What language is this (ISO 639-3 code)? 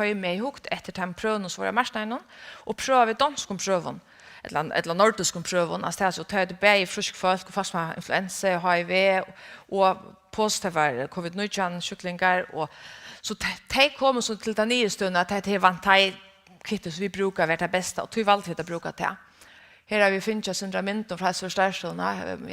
fao